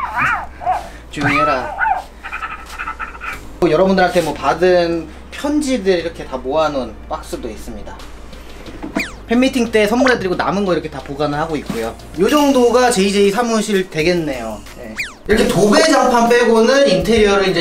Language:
Korean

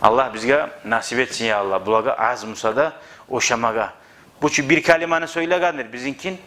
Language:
Kumyk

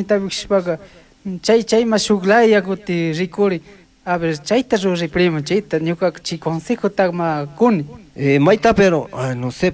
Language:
Chimborazo Highland Quichua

